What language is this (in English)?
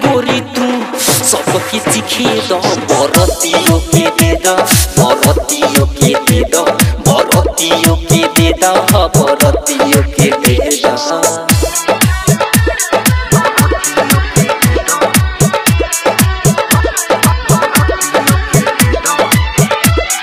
Bhojpuri